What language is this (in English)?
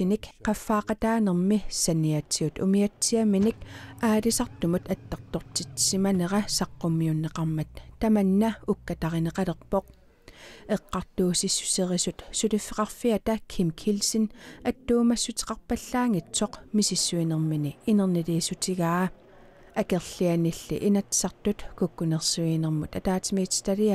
Kalaallisut